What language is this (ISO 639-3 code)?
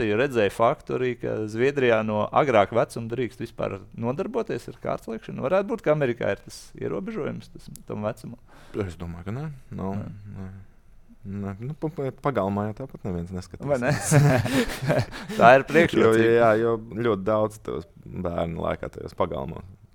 lav